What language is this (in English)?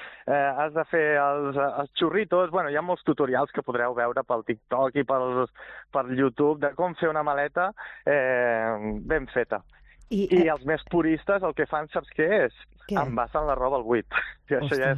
Catalan